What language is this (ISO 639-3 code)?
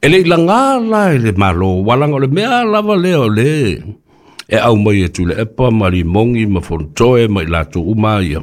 smo